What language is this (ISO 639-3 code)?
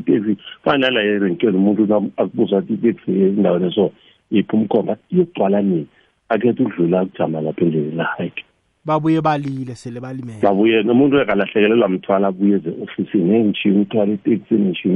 nbl